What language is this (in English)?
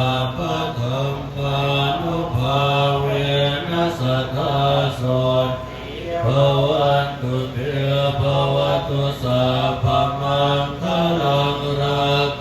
Pali